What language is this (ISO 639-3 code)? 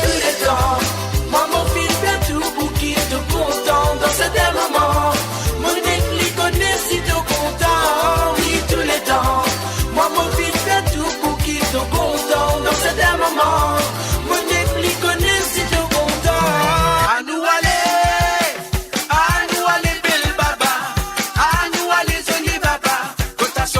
mfe